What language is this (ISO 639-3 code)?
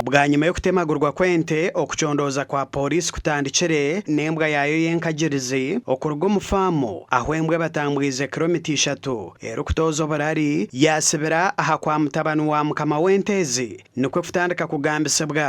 nyn